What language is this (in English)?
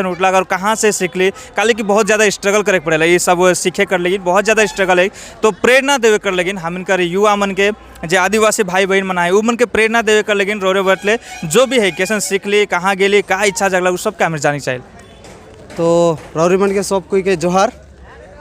Sadri